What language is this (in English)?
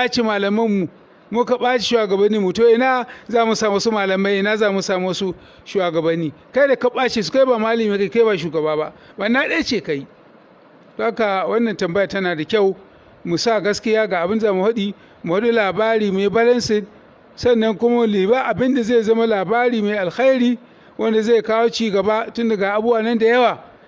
Hausa